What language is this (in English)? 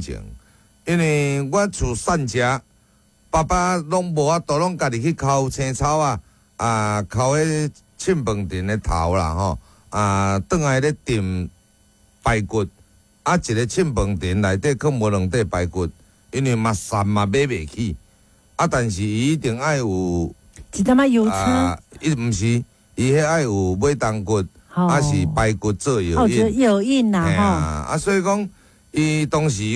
Min Nan Chinese